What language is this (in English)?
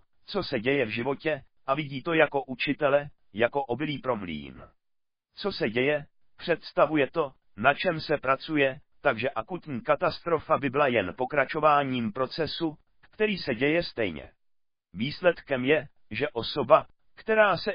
Czech